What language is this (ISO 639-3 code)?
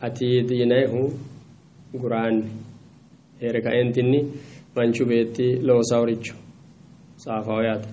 sid